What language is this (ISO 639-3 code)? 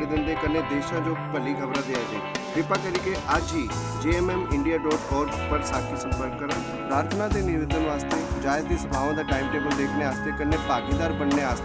doi